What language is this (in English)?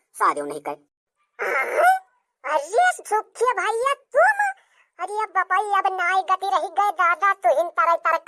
Awadhi